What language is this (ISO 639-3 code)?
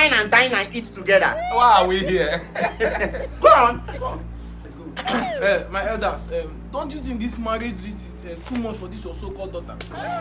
pcm